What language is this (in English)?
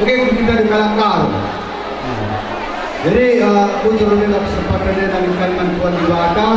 Batak Karo